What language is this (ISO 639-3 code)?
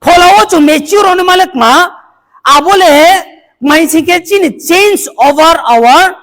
ria